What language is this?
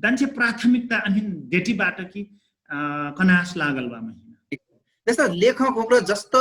Dangaura Tharu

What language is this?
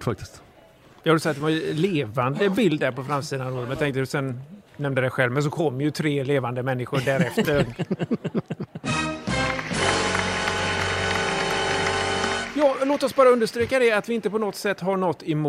Swedish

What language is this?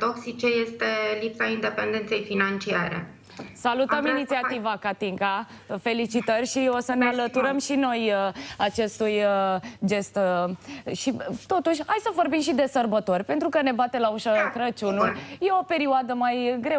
Romanian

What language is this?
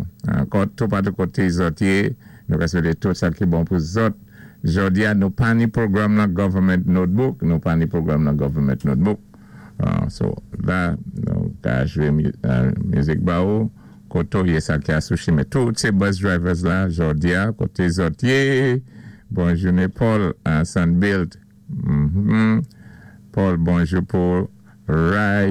Saint Lucian Creole French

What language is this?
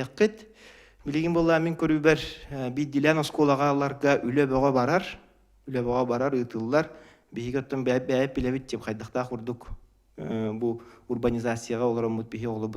Yakut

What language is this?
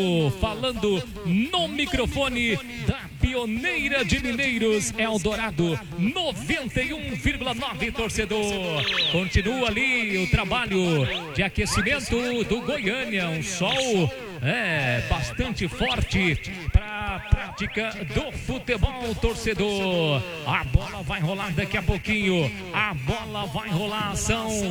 Portuguese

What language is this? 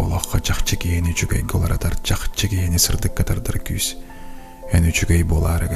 Yakut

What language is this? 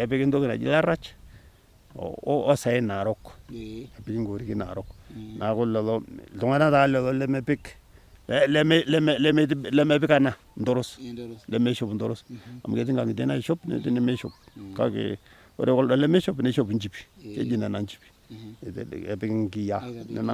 Masai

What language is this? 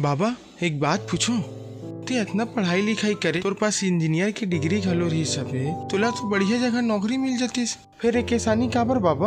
Chhattisgarhi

